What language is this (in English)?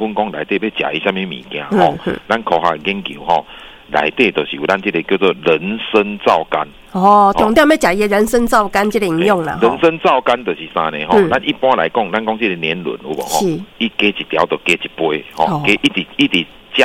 Min Nan Chinese